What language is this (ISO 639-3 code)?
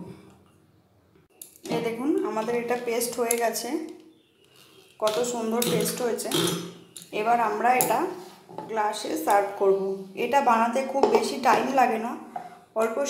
ben